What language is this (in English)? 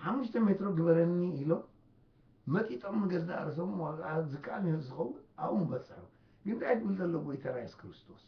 Tigrinya